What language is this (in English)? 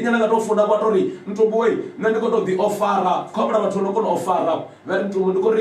Venda